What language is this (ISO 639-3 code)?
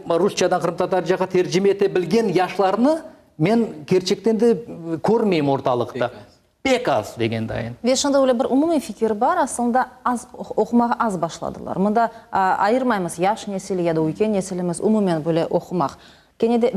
crh